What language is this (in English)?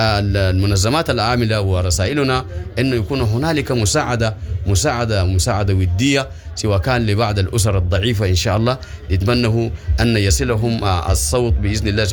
Sudanese Arabic